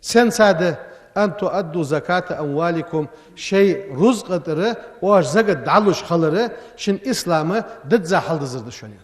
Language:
Ingush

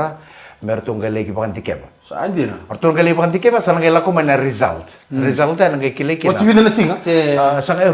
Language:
Fijian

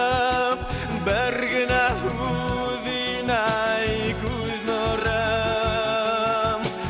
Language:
Bashkir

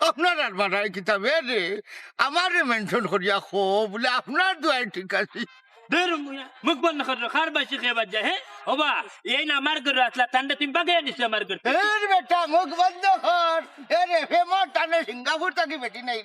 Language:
Sylheti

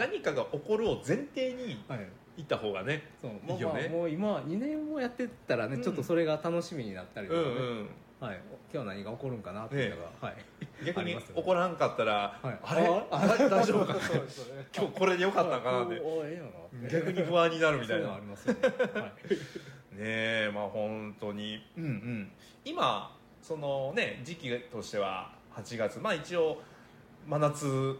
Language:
Japanese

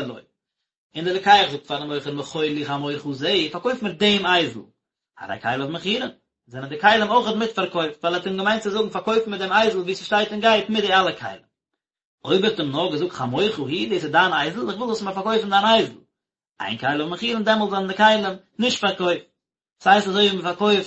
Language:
Yiddish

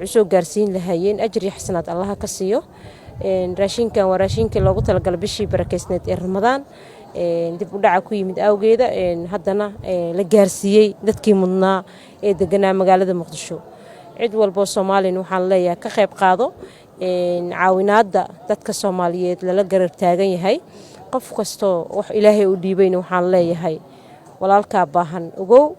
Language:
Somali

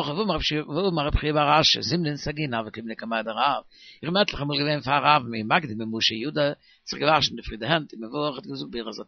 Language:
Yiddish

